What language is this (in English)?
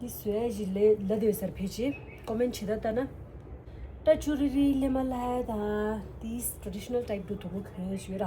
Tibetan